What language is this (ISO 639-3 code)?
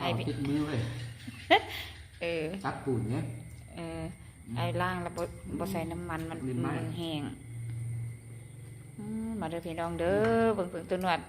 lao